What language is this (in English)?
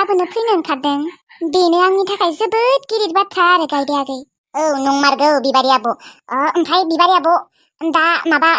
Bodo